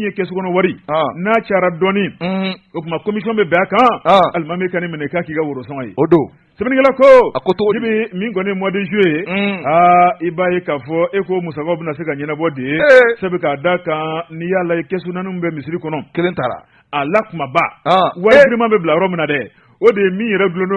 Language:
Bambara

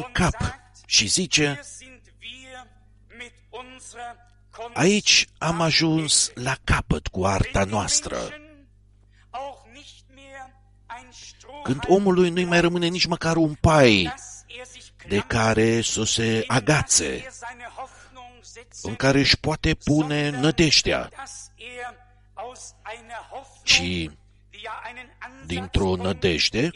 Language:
Romanian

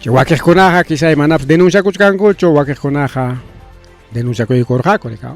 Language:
Ayacucho Quechua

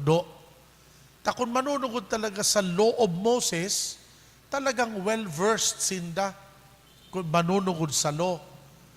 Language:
Bikol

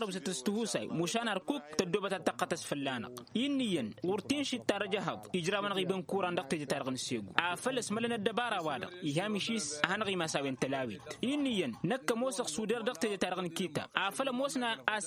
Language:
Tamasheq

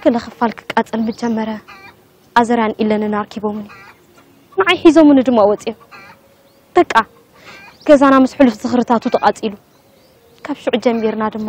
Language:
Tigrinya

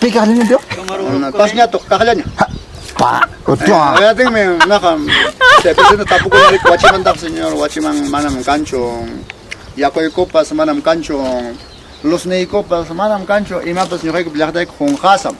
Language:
Ayacucho Quechua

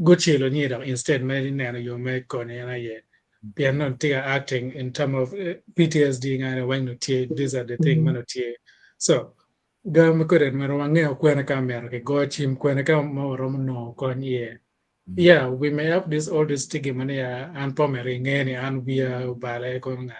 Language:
Acoli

